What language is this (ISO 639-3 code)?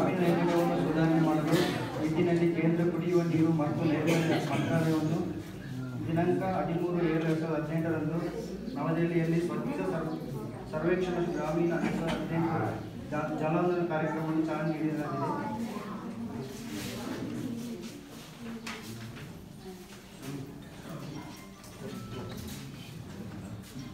kan